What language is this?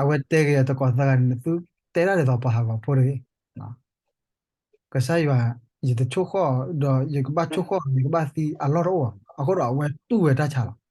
S'gaw Karen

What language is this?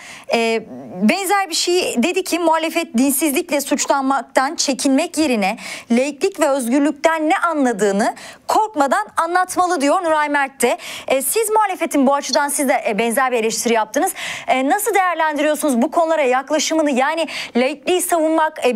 Turkish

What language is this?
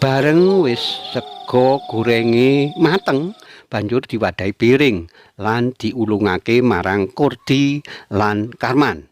Javanese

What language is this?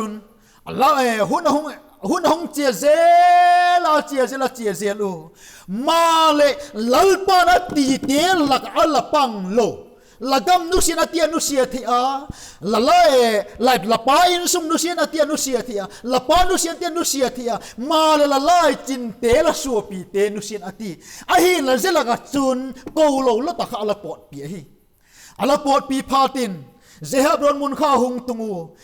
Vaiphei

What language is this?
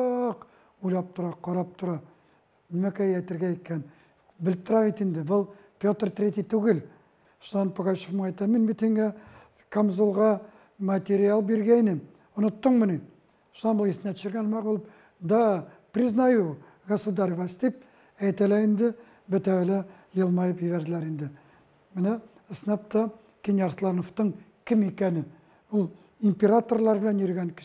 Bashkir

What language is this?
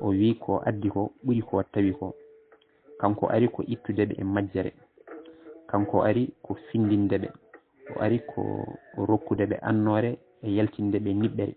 Fula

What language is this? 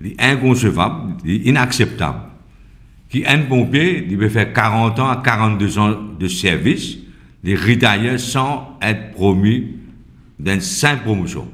Morisyen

